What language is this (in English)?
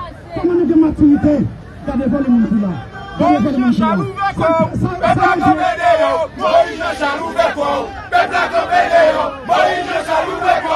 Haitian Creole